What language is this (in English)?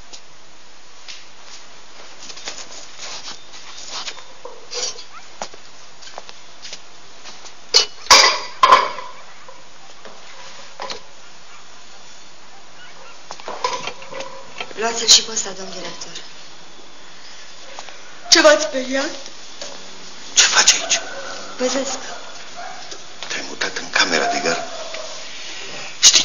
Romanian